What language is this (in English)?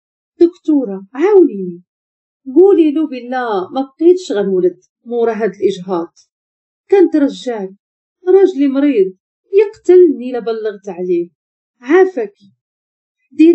Moroccan Arabic